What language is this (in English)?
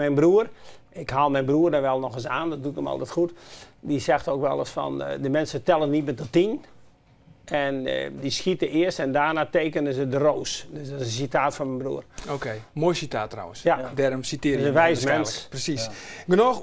Western Frisian